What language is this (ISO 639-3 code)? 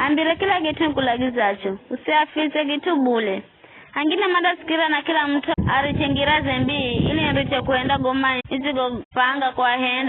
nyf